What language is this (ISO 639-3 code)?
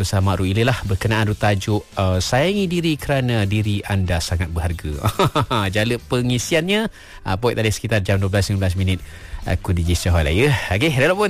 msa